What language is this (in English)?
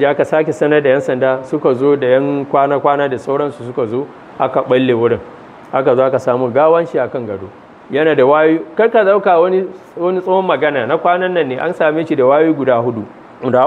Hausa